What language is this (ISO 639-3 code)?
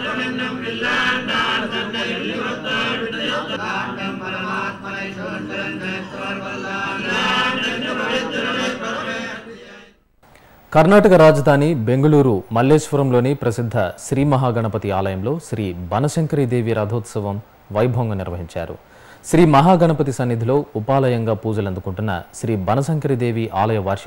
tel